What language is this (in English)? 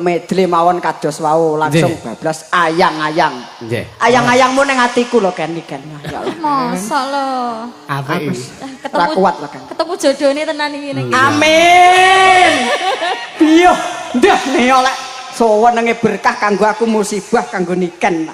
Javanese